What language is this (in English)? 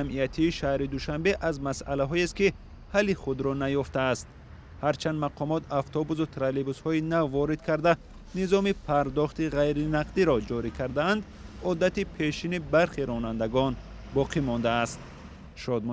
Tajik